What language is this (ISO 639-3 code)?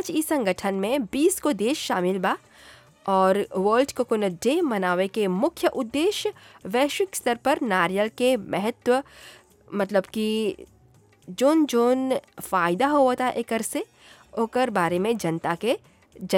bho